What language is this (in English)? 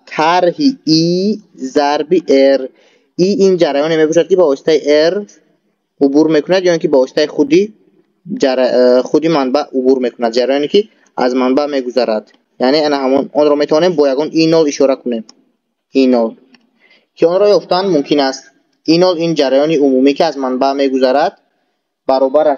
Tajik